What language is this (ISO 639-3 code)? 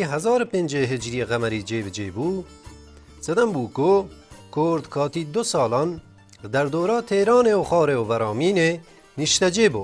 kur